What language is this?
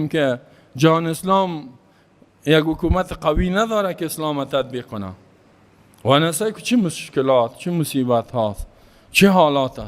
Persian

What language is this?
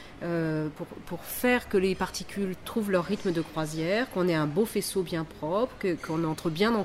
French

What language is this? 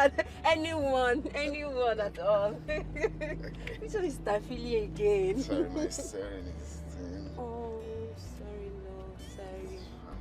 Nigerian Pidgin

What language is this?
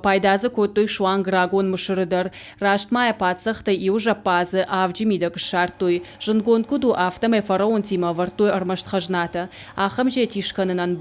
Ossetic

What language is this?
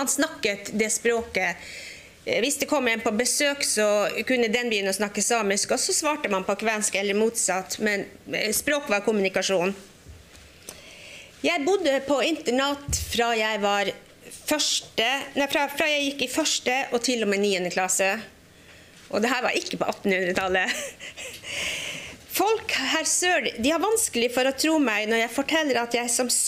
Norwegian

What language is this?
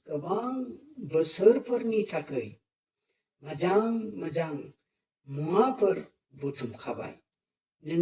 Bodo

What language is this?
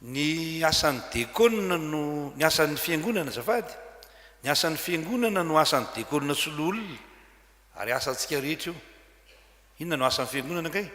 Malagasy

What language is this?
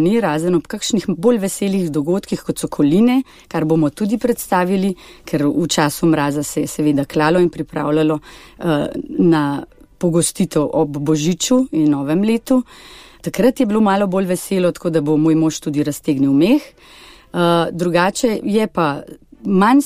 Slovenian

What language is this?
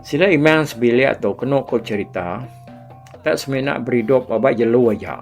Iban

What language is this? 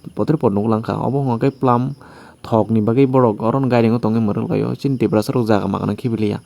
Kok Borok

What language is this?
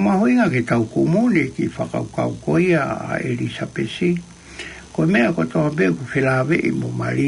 Tongan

